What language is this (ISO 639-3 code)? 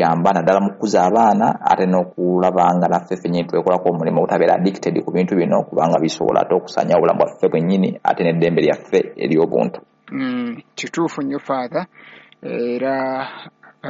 lug